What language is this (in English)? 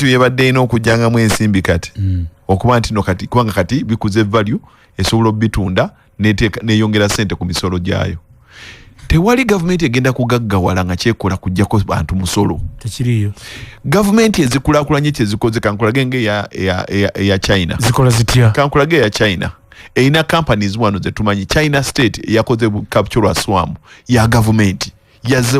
Ganda